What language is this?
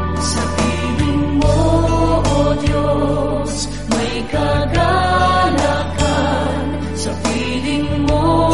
Filipino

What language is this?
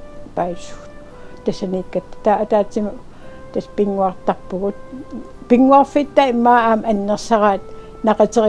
Kalaallisut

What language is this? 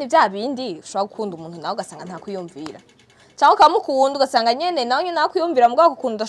Rundi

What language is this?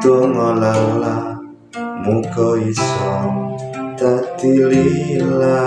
Javanese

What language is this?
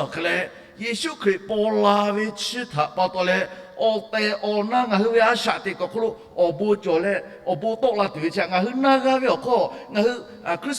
Lahu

